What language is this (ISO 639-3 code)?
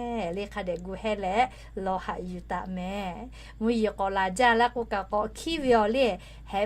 lhu